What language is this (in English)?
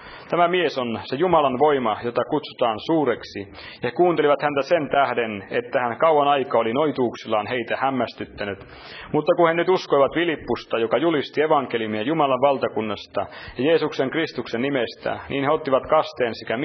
Finnish